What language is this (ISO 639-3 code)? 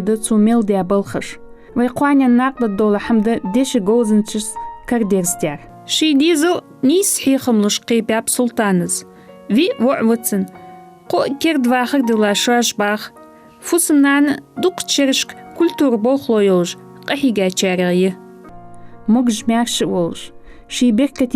inh